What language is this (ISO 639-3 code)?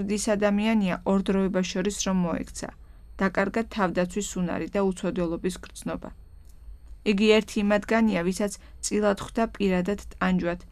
kat